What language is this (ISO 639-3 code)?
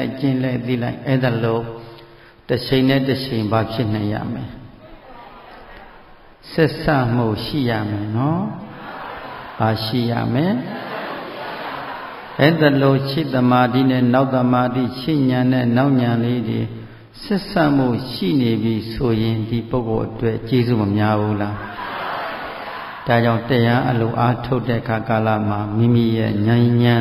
mya